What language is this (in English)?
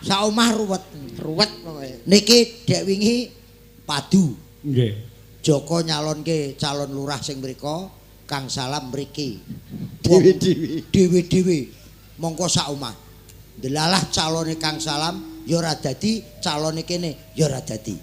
Javanese